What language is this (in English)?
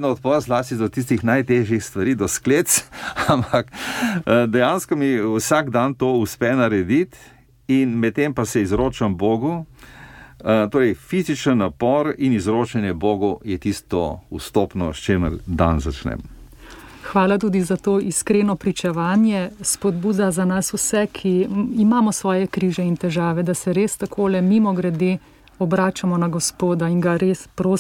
Slovenian